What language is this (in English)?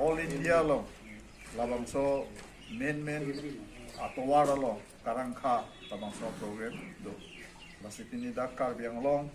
Karbi